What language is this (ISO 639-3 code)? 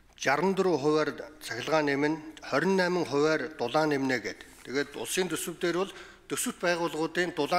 mon